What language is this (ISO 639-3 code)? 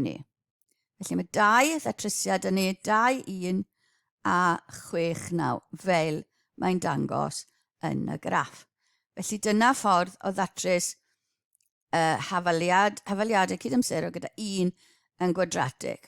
cym